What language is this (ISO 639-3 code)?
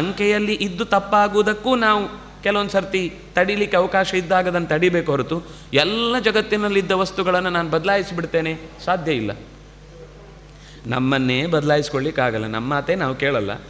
kan